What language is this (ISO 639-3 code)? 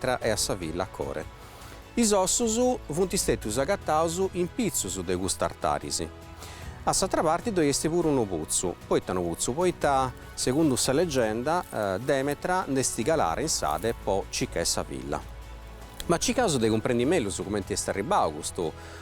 srd